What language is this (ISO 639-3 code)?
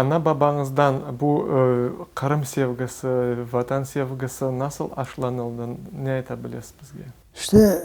crh